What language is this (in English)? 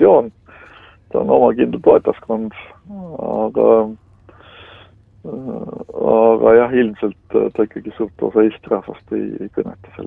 Estonian